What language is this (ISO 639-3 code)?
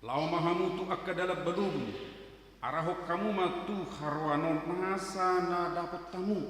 bbc